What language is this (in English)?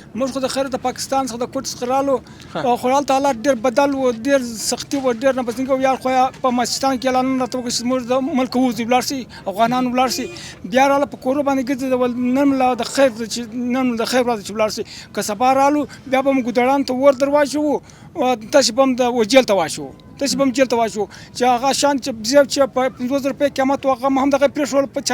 Pashto